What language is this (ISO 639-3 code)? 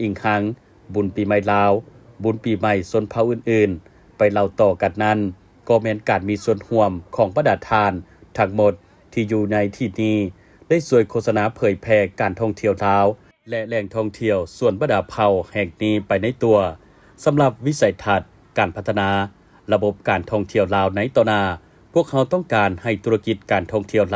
lao